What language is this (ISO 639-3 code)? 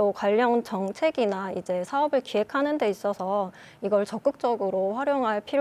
kor